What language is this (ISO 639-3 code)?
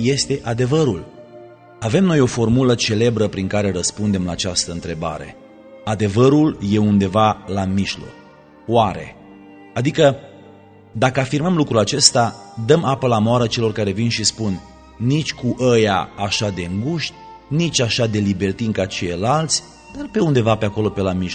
ron